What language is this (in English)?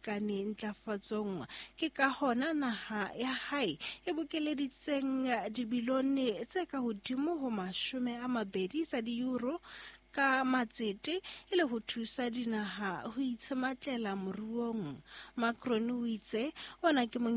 Southern Sotho